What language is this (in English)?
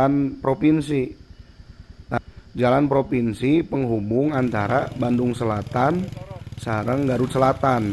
Sundanese